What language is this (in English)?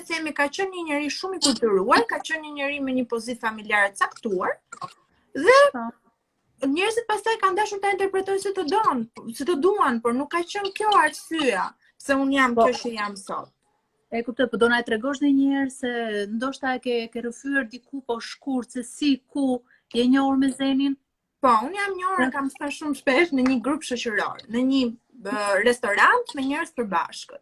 Albanian